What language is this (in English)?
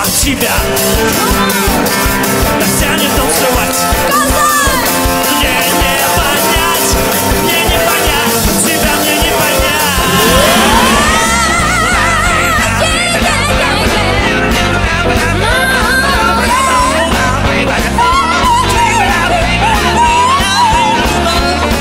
Russian